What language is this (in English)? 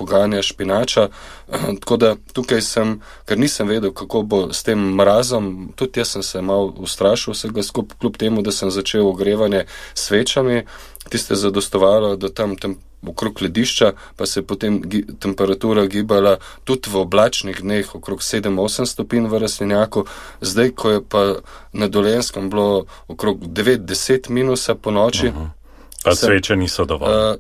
Slovenian